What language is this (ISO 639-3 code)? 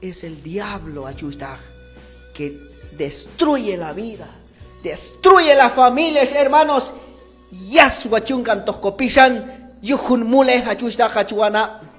kjb